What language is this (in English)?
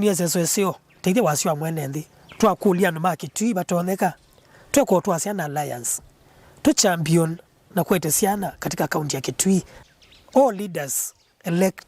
Kamba